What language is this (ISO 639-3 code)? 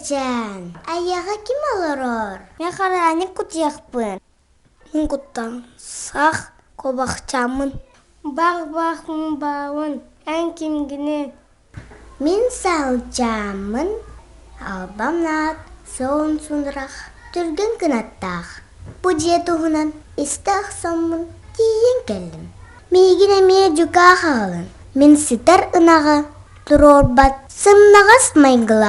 sah